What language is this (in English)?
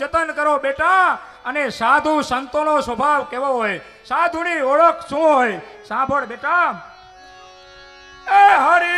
Gujarati